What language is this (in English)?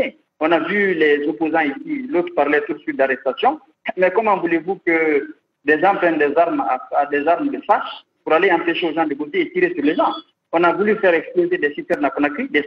French